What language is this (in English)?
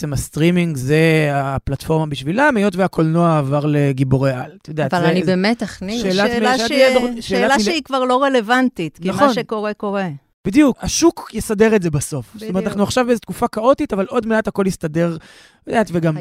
Hebrew